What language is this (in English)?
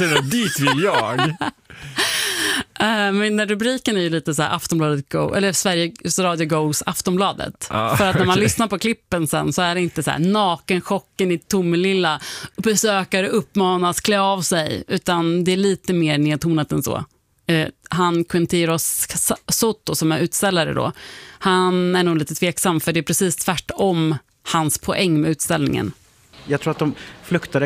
Swedish